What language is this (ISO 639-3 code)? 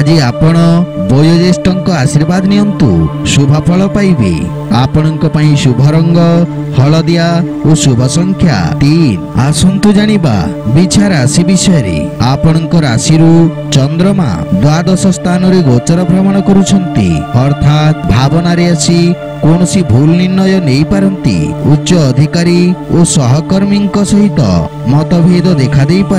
ori